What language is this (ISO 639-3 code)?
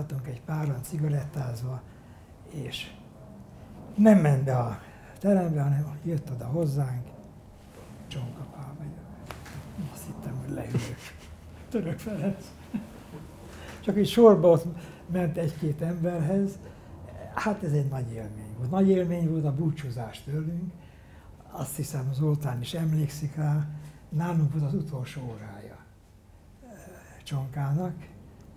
hun